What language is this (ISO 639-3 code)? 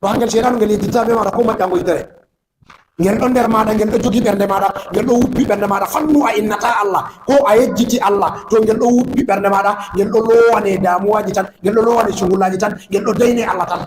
ful